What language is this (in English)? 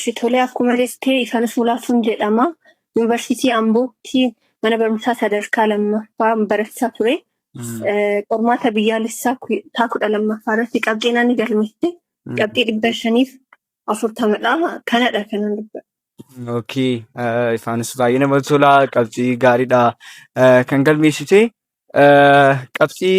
Oromo